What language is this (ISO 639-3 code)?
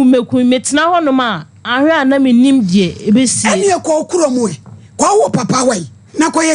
aka